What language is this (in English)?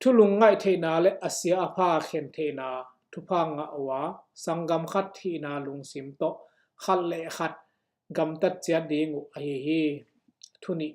Tedim Chin